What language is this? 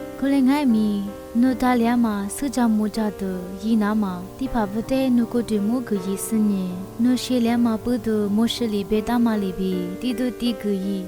Lisu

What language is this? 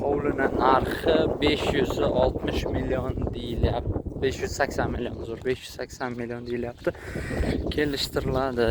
Uzbek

